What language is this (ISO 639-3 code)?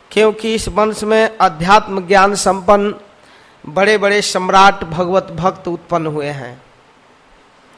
hin